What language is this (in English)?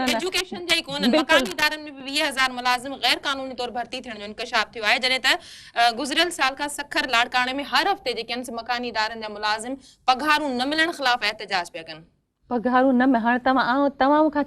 Sindhi